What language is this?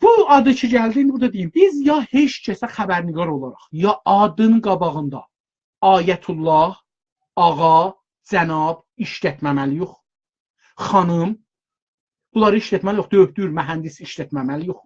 South Azerbaijani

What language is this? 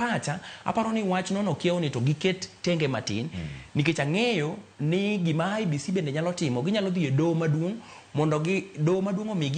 Luo (Kenya and Tanzania)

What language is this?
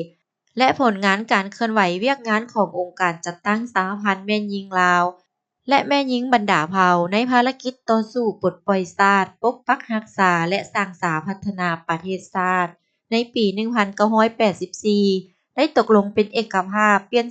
Lao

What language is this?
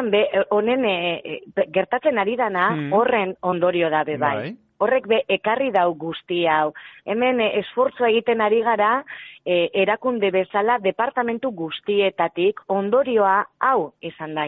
Basque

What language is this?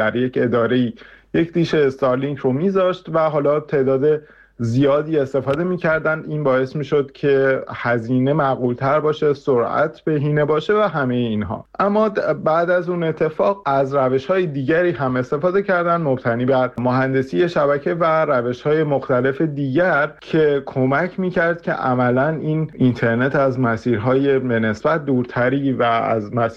Persian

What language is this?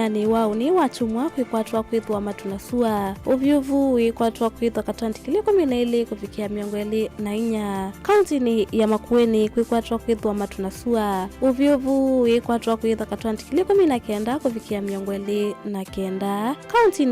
Kamba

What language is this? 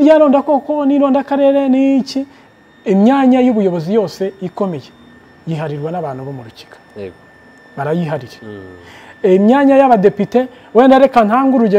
Kinyarwanda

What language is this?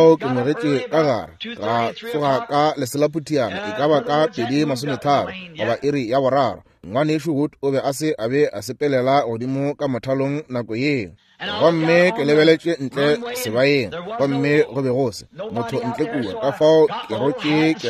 Northern Sotho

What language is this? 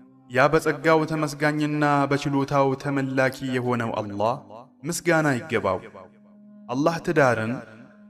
Amharic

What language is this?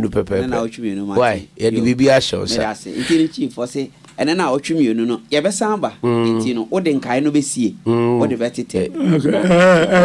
Akan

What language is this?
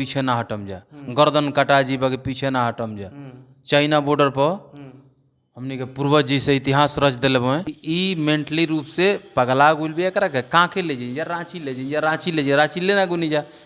Bhojpuri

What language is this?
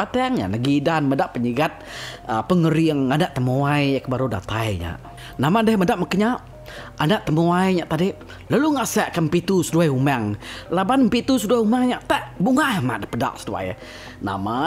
Iban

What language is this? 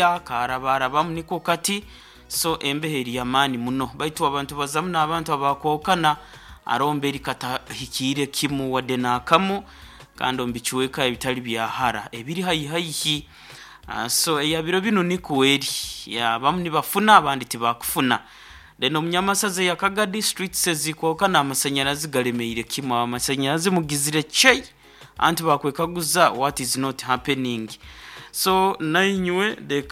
Nyoro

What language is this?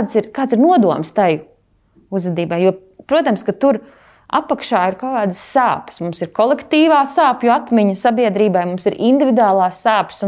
Latvian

